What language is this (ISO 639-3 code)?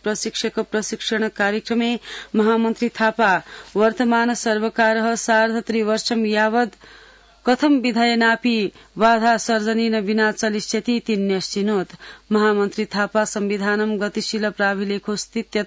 san